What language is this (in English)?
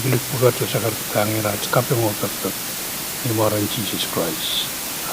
Pohnpeian